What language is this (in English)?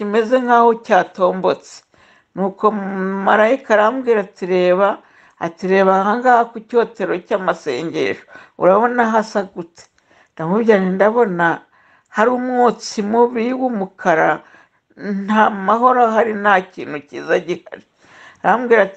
Kinyarwanda